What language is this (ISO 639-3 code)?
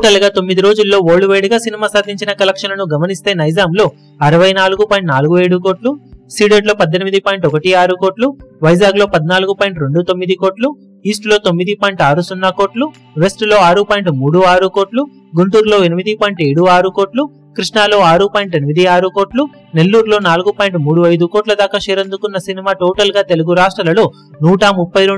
tel